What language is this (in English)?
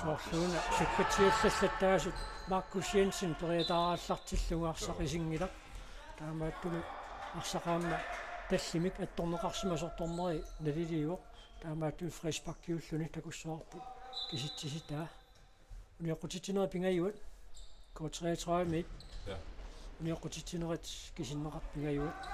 Kalaallisut